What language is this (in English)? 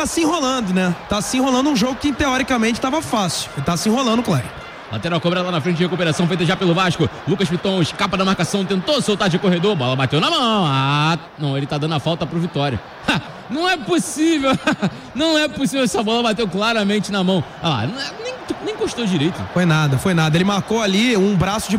Portuguese